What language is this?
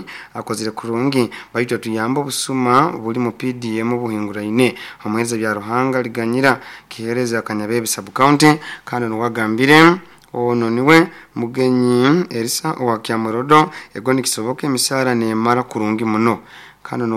Nyoro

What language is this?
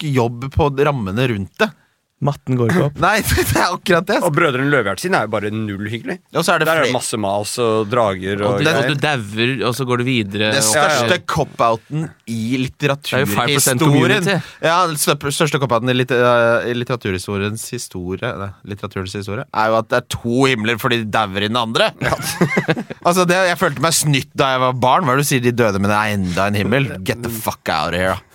Norwegian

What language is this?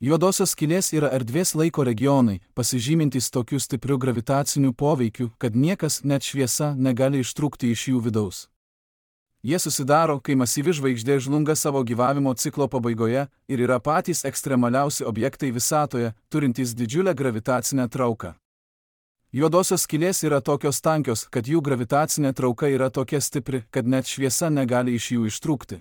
Lithuanian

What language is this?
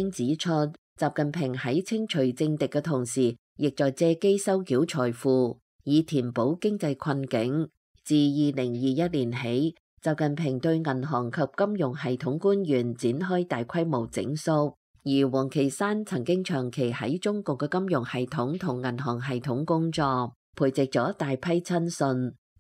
Cantonese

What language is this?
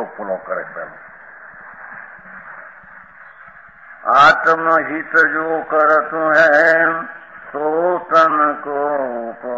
Gujarati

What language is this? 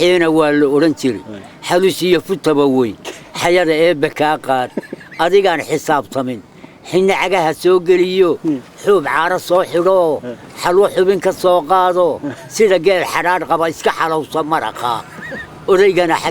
Somali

